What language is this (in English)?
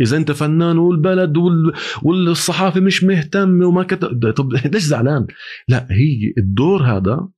North Levantine Arabic